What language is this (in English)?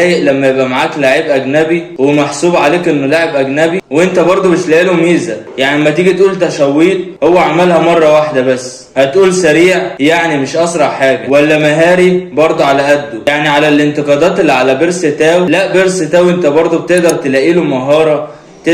Egyptian Arabic